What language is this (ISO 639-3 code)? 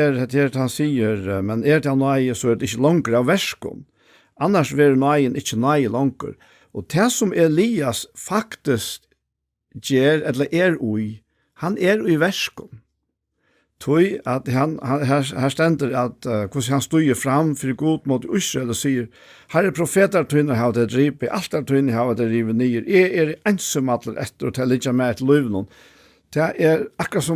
fao